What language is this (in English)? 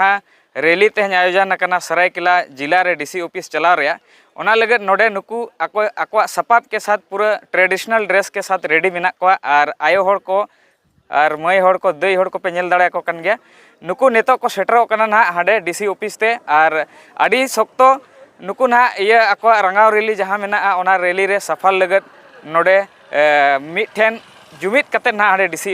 Santali